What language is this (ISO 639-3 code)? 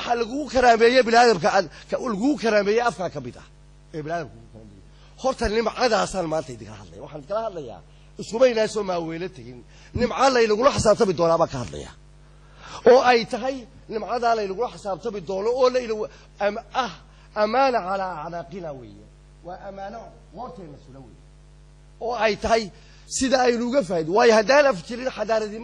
som